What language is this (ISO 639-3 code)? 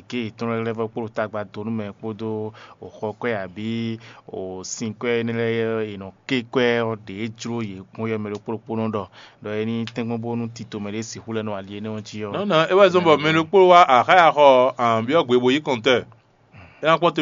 fon